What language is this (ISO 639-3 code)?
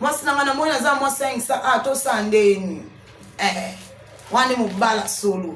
lin